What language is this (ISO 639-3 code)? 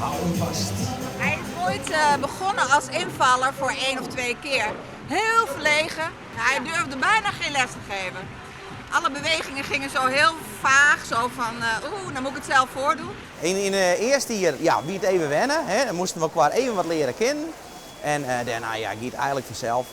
fry